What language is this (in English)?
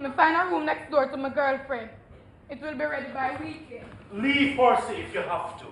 Jamaican Creole English